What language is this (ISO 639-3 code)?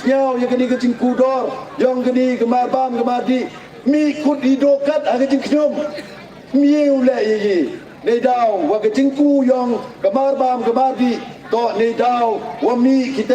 pbv